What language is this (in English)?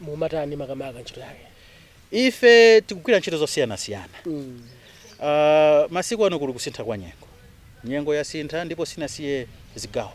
Nyanja